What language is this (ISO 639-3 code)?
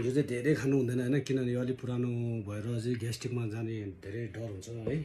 nep